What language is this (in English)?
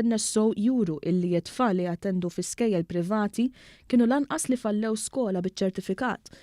Maltese